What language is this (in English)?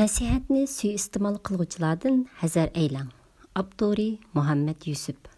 Uyghur